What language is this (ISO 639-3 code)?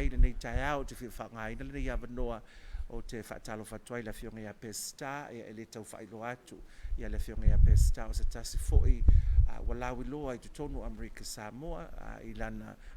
smo